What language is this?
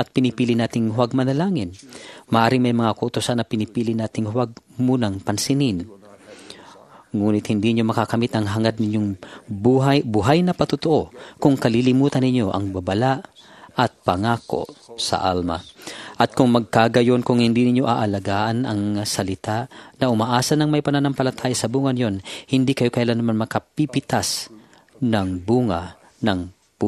Filipino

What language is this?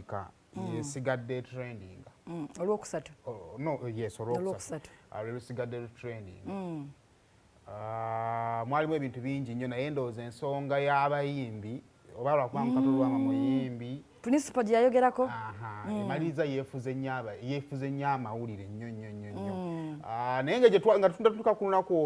Ganda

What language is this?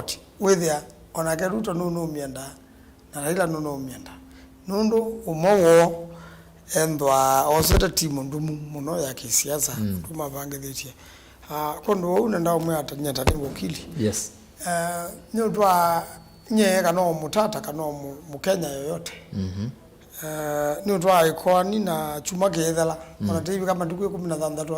Kamba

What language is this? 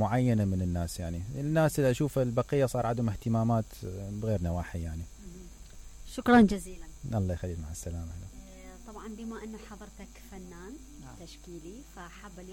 Mesopotamian Arabic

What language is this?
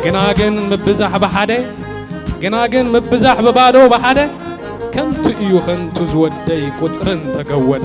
Tigrinya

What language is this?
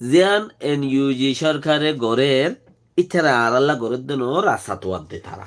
Rohingya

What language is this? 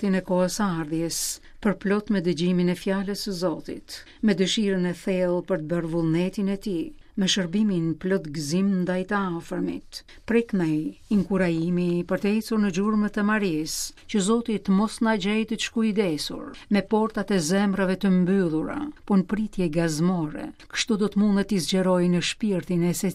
Albanian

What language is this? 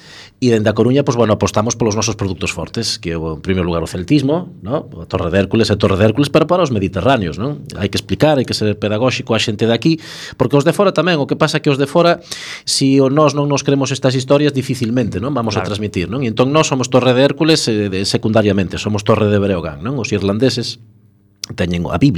Galician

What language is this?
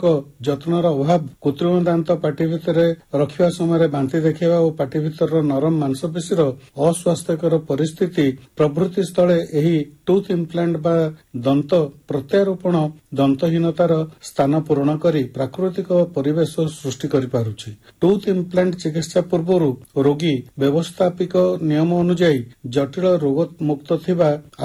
Odia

